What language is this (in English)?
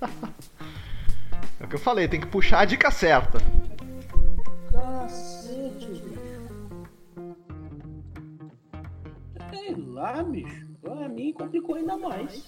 Portuguese